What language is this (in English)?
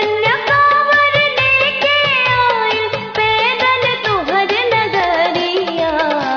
Bhojpuri